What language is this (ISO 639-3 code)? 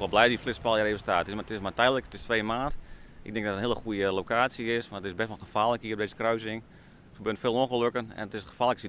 fry